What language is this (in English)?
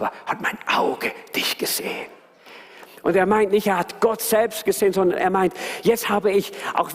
Swiss German